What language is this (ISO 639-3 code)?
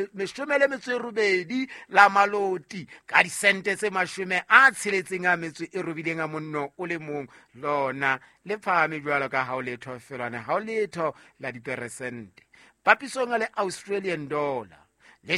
sot